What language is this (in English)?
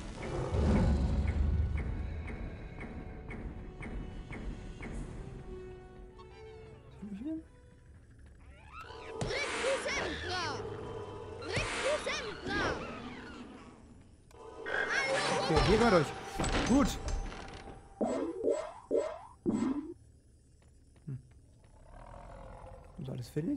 German